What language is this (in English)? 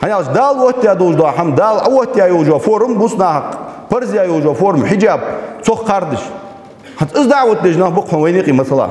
Ingush